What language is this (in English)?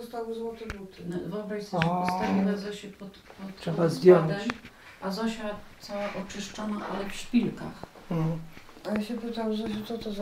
Polish